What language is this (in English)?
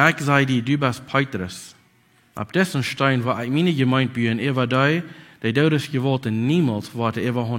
Plautdietsch